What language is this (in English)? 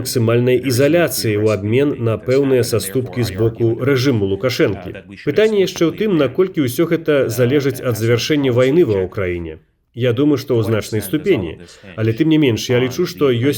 Belarusian